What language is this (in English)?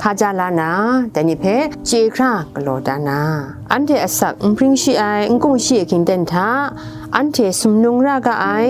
Kachin